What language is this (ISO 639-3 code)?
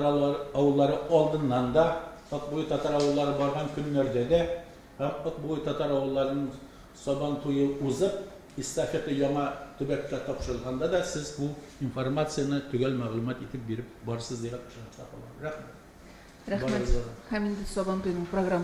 tat